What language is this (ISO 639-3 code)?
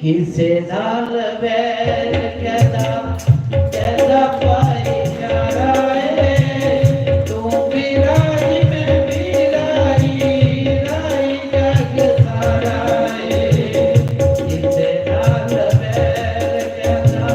doi